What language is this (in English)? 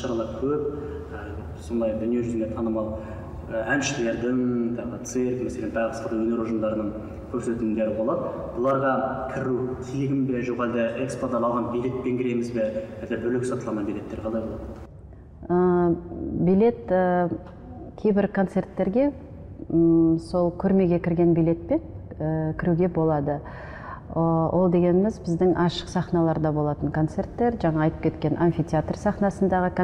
Kazakh